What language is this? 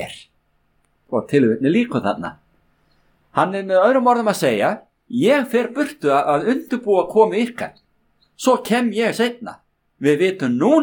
Icelandic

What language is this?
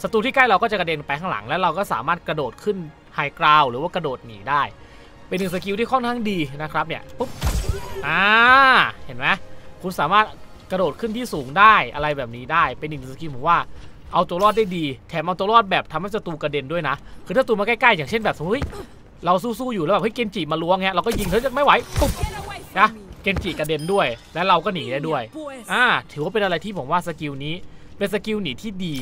Thai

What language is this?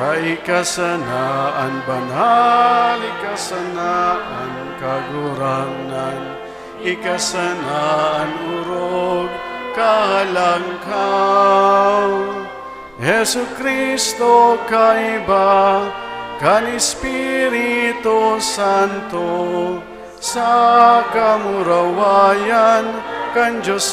Bikol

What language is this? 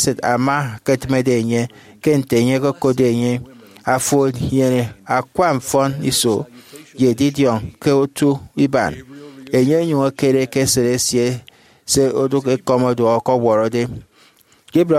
Efik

